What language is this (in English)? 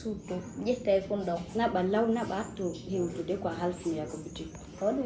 Fula